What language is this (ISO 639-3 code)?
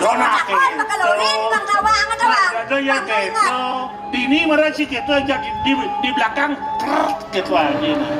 ban